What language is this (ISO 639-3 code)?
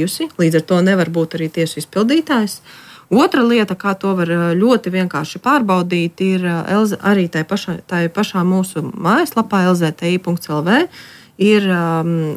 lav